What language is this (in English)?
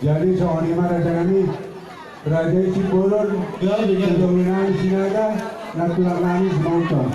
Batak Toba